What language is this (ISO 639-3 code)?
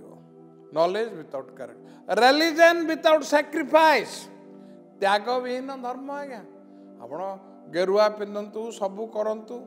ori